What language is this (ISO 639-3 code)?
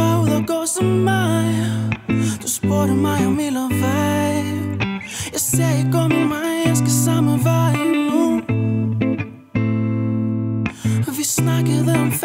dan